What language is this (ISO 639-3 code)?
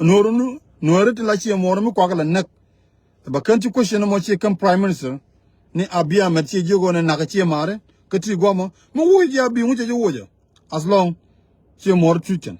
nus